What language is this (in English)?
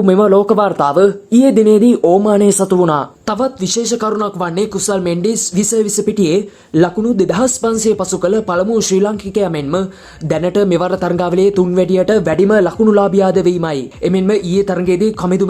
Sinhala